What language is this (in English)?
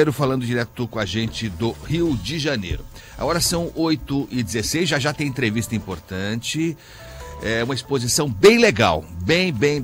Portuguese